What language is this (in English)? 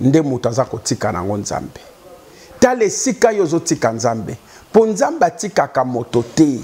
Lingala